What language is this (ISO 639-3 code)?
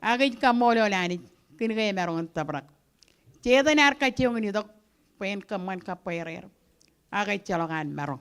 mah